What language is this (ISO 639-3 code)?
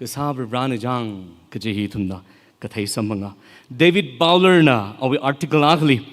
nmf